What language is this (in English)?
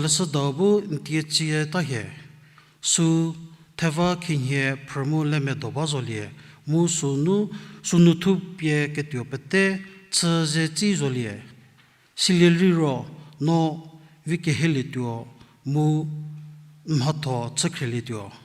Angami Naga